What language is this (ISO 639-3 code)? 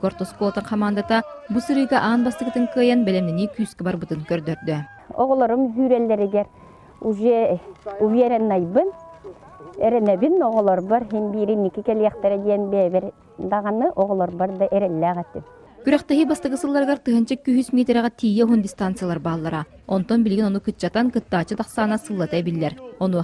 sah